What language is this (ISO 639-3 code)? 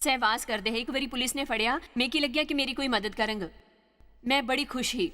doi